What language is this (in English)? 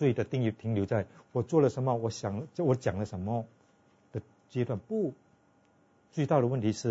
Chinese